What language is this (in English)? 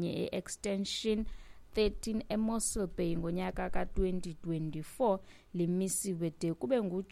Xhosa